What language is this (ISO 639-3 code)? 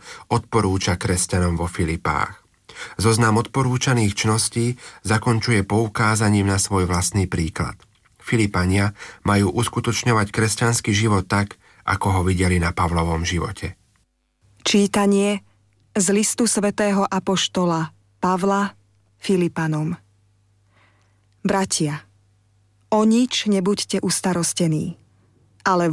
slk